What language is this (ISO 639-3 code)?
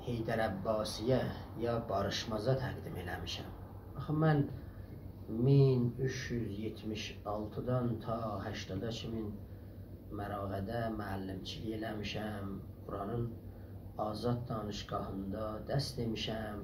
azb